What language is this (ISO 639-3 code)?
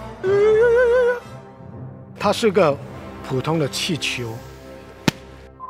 zho